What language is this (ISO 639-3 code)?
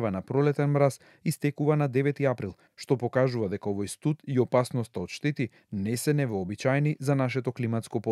mkd